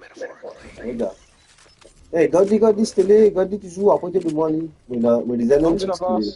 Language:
Morisyen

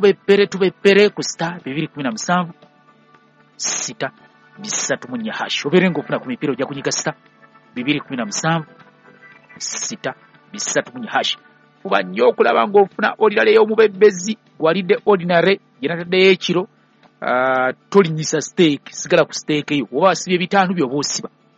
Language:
Ganda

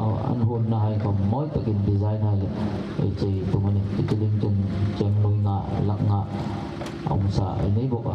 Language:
Hmar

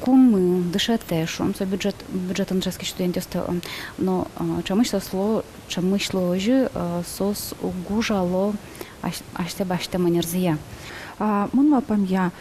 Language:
Udmurt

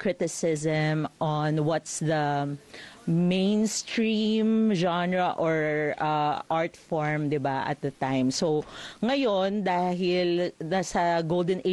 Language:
Filipino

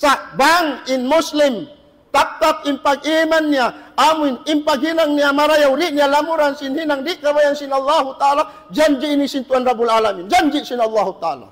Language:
Tausug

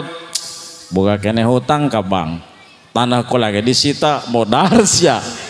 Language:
Sundanese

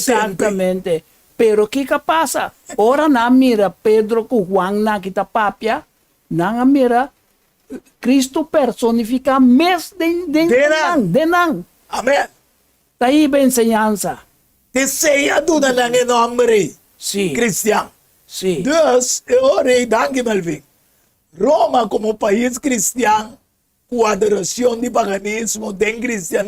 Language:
Papiamento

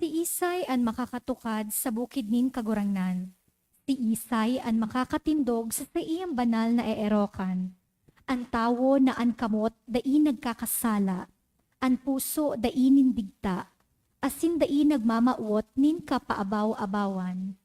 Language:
Bikol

